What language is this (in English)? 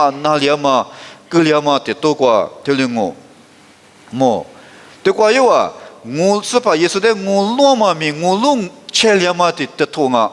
Lisu